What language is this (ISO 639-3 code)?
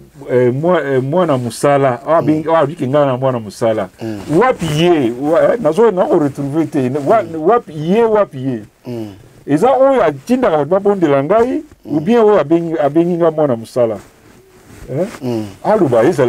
lin